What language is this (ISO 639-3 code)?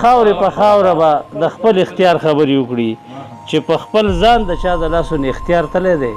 pus